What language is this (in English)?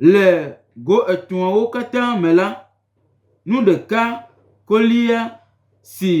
Gen